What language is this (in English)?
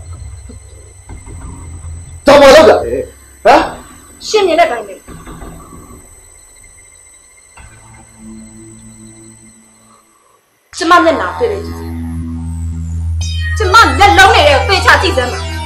Burmese